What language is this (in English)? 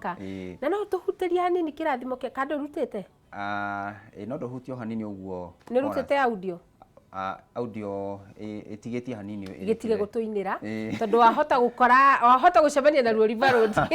Kikuyu